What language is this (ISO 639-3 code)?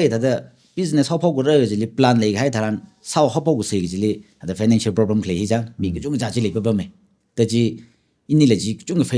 nmf